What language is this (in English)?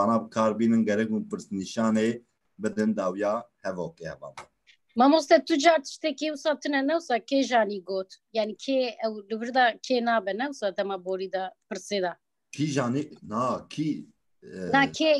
Kurdish